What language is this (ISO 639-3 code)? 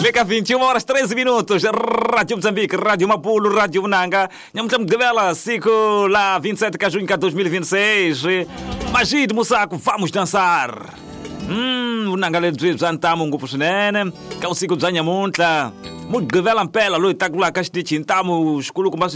tso